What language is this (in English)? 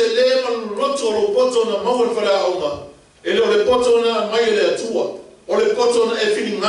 Samoan